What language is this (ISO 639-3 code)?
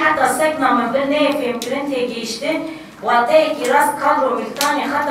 kur